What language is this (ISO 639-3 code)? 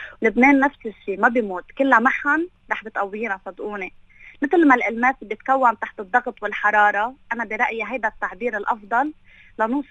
apc